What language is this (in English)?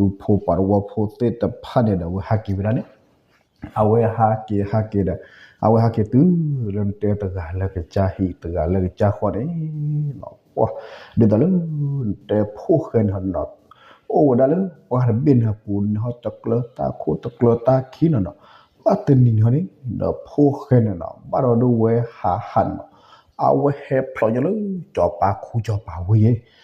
S'gaw Karen